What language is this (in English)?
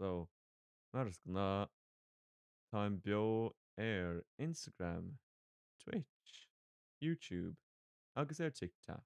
Irish